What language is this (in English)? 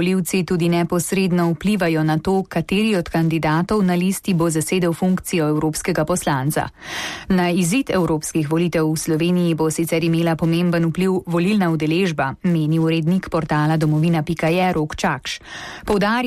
Slovenian